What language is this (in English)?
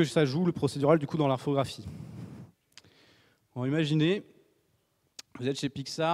French